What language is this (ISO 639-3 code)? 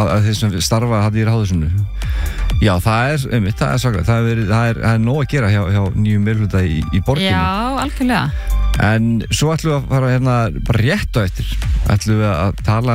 isl